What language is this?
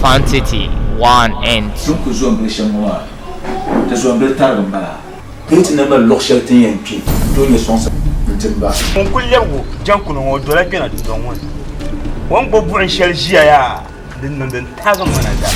Dagbani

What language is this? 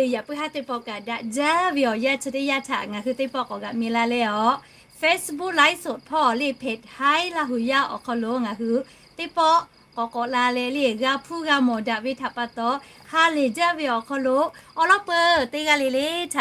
Lahu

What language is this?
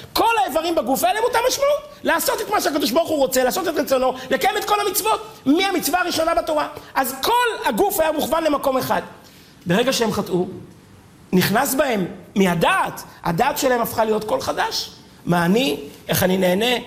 Hebrew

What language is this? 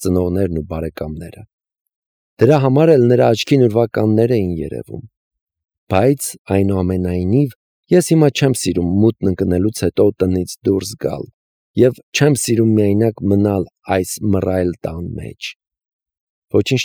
Armenian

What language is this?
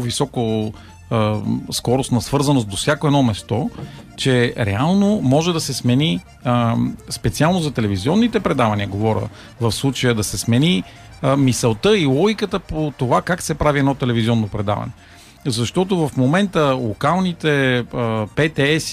Bulgarian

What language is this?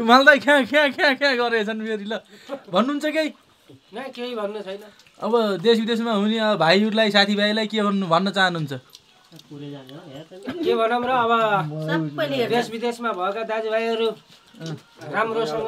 Nepali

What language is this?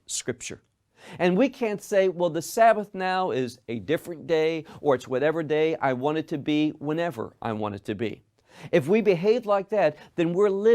English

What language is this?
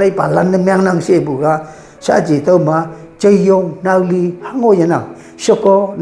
Konyak Naga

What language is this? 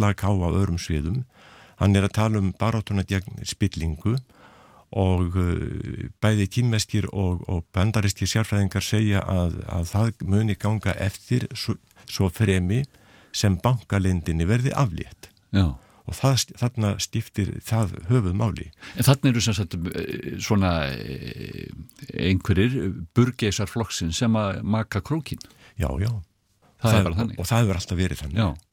Icelandic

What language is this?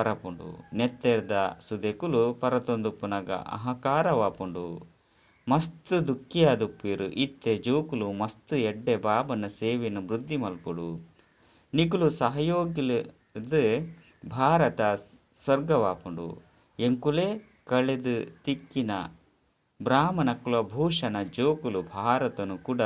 Tulu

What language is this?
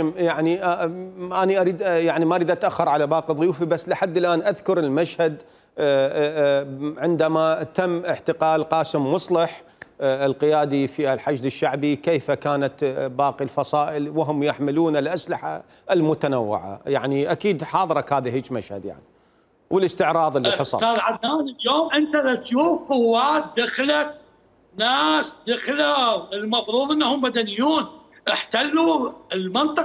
Mesopotamian Arabic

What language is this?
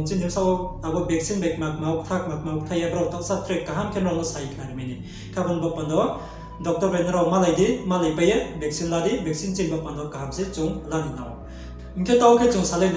Riang (India)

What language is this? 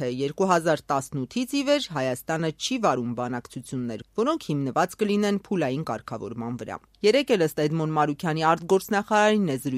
Armenian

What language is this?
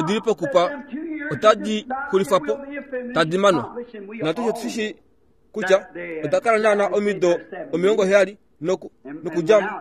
Kuanyama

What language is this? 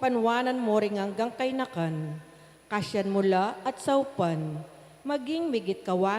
Pampanga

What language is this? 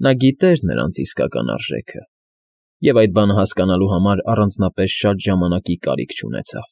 Armenian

